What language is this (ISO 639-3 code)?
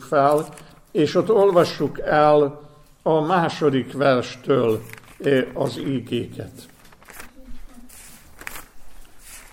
hun